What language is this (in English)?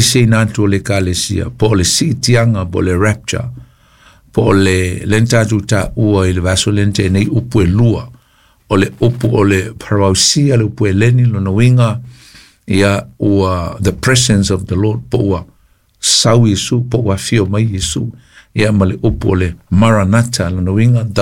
Samoan